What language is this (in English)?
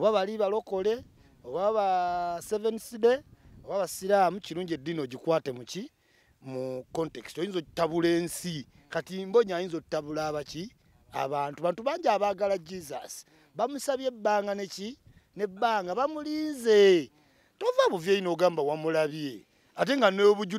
Ganda